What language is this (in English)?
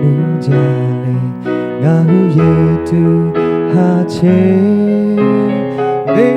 Lahu